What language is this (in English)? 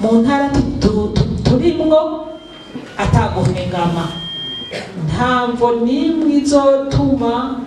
Rundi